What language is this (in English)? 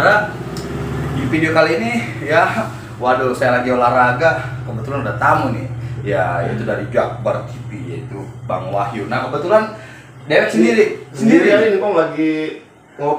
Betawi